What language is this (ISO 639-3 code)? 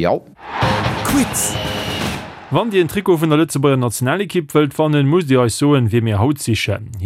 ltz